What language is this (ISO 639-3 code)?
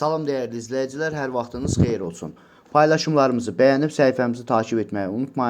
aze